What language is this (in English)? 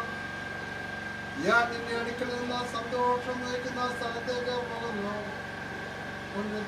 Malayalam